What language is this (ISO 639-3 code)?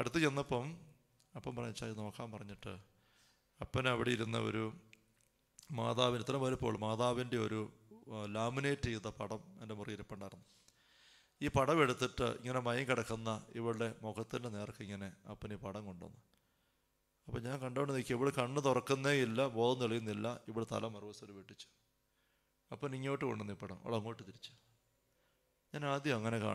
mal